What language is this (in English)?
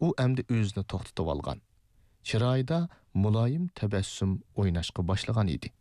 Uyghur